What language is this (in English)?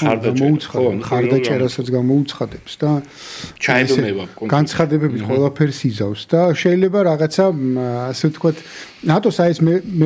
Georgian